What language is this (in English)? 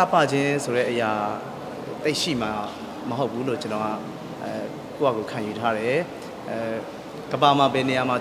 Burmese